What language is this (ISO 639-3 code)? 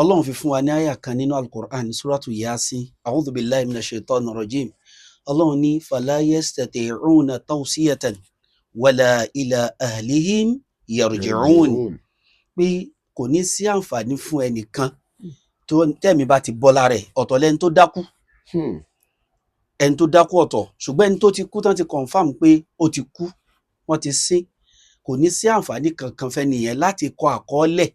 yor